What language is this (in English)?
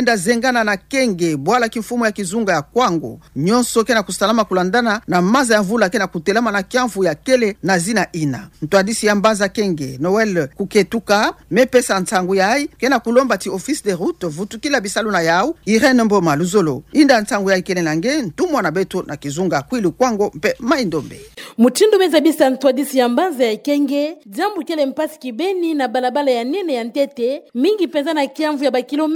Kituba (Democratic Republic of Congo)